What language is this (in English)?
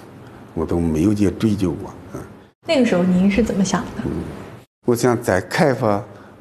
Chinese